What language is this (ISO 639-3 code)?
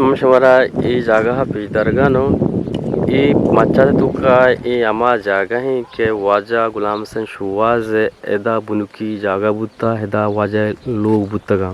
bgp